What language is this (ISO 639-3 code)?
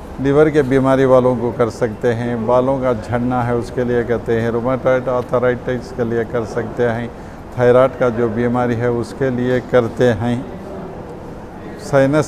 hin